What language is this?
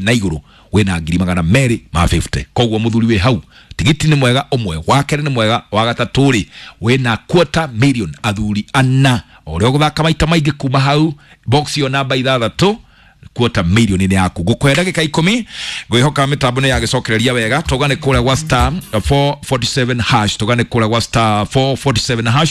Kikuyu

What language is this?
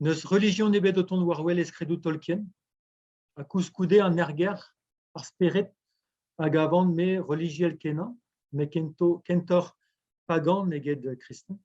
Breton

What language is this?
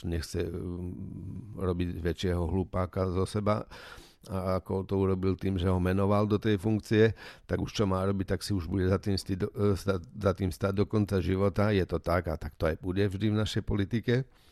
Slovak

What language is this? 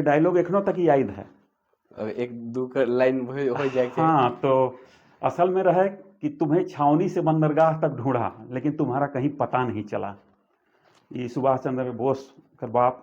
Sadri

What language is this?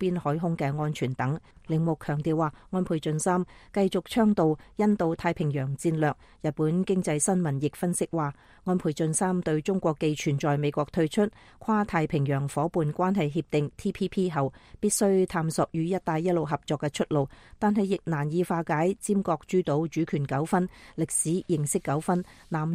Cantonese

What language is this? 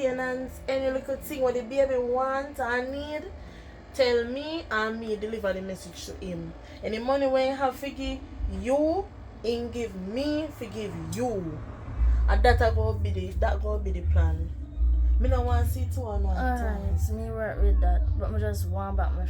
Jamaican Creole English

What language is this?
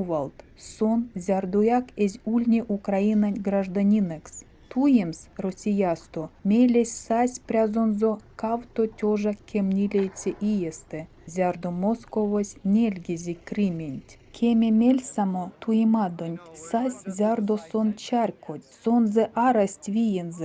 Erzya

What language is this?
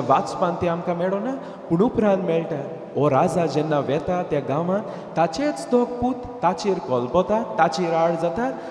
Konkani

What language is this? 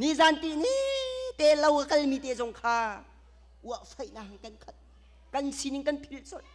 Hakha Chin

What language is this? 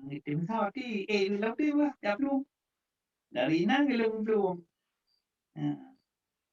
Achinese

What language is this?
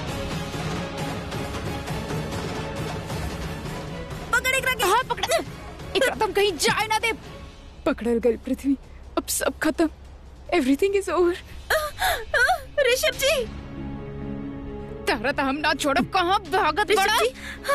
Bhojpuri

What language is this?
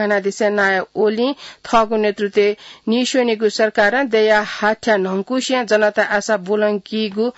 Newari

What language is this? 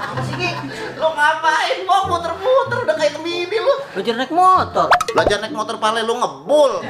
Betawi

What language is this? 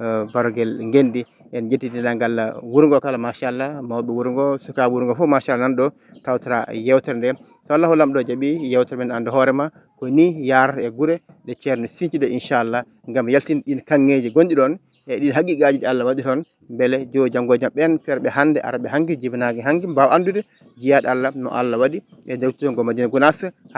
Fula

